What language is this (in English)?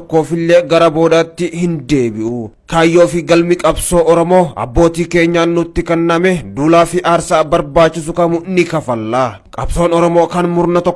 Oromo